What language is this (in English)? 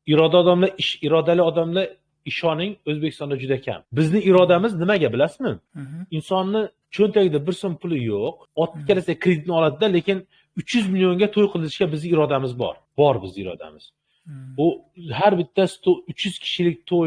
Uzbek